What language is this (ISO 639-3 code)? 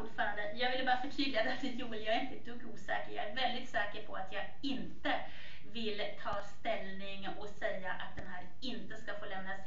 swe